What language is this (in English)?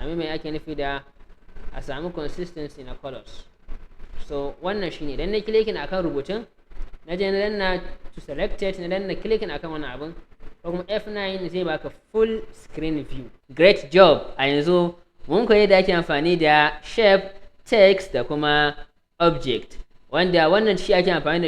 Hausa